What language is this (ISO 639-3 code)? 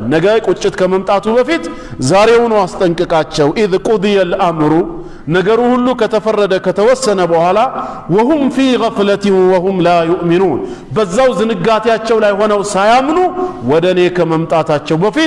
amh